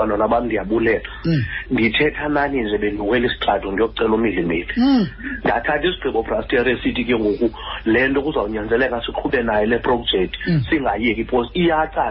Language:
Xhosa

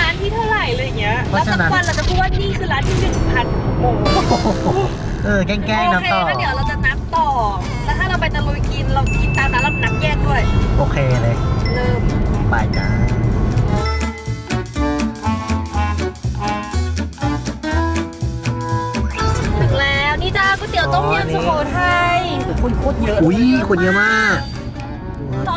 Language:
Thai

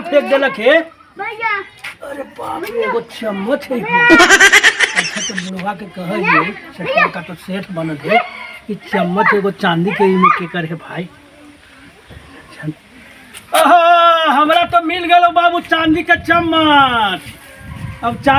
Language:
Magahi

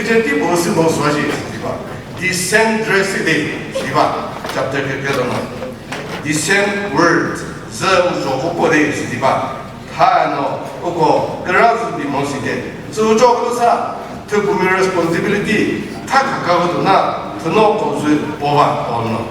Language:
Chokri Naga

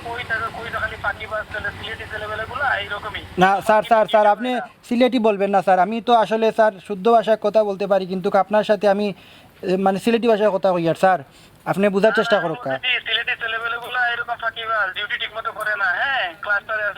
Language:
Sylheti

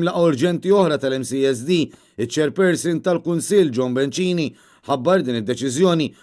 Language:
Maltese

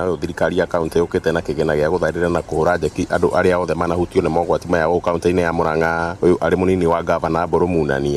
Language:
Kikuyu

